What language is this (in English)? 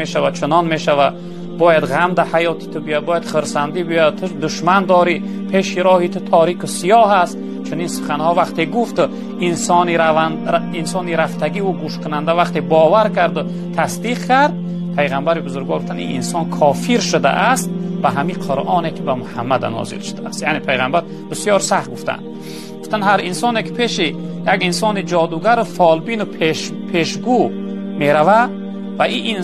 Tajik